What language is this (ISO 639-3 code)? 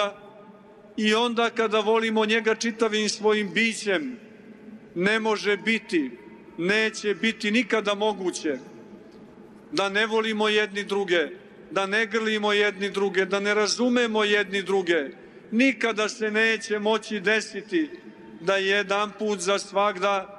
srp